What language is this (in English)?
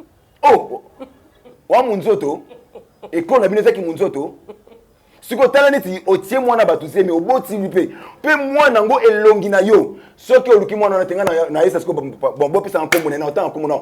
Lingala